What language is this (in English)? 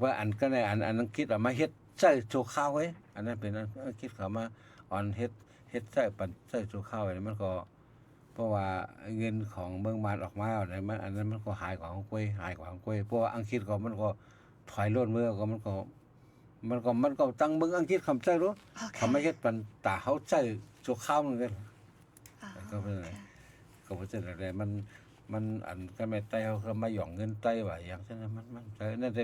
Shan